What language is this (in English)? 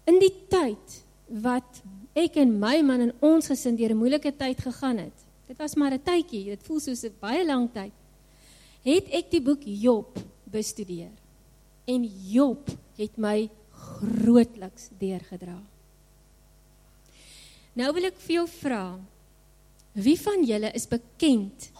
Afrikaans